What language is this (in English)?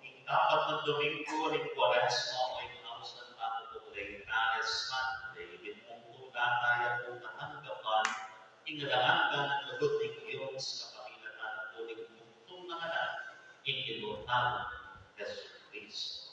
Pampanga